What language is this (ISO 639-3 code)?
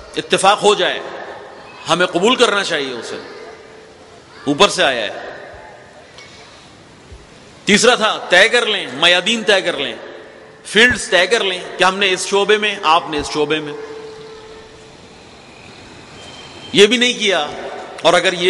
urd